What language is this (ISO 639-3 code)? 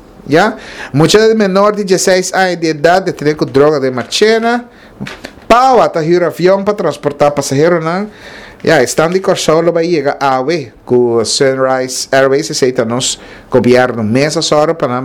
pap